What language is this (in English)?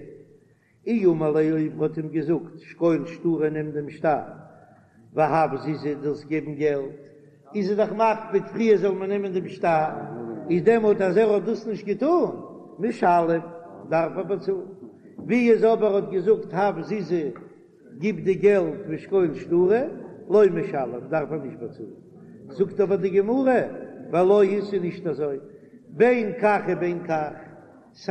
Yiddish